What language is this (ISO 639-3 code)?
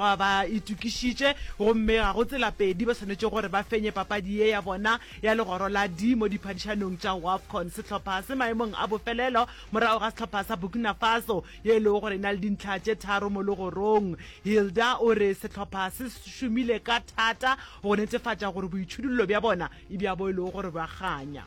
nso